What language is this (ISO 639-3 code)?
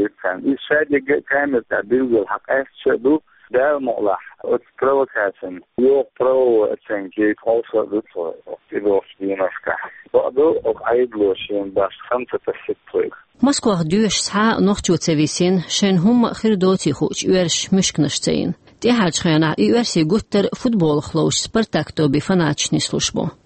che